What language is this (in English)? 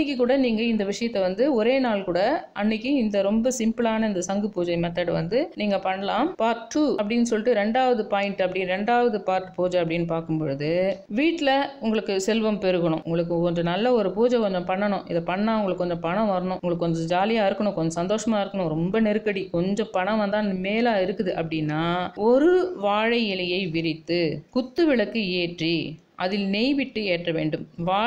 Tamil